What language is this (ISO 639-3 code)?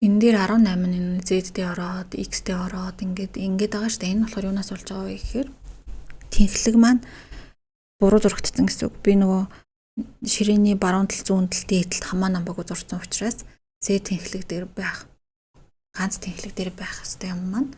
mon